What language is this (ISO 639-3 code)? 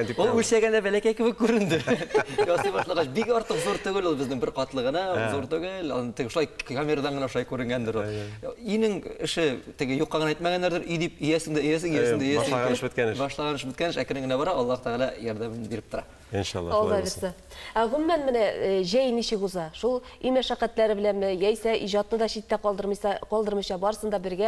tat